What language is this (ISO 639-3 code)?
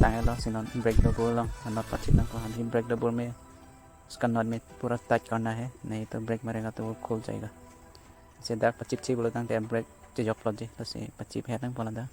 mjw